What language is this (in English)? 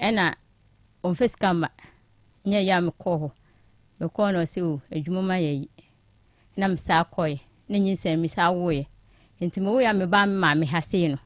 Akan